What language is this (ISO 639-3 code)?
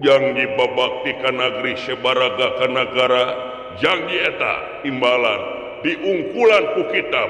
sun